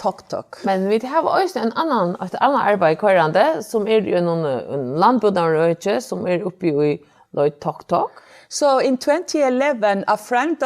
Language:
Faroese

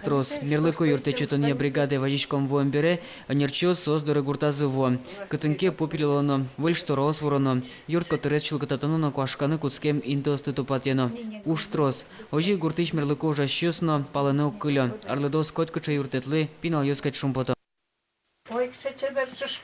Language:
Udmurt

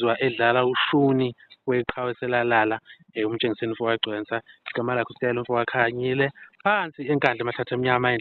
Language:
Zulu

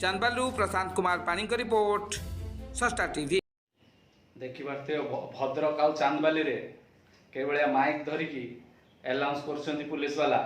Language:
Odia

